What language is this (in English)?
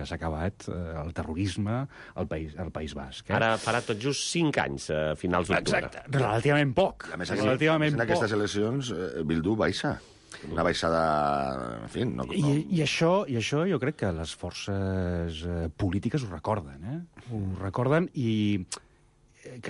Catalan